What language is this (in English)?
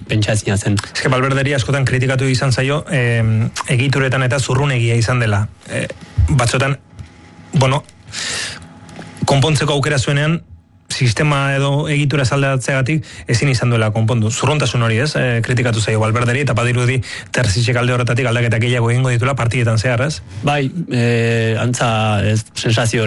Basque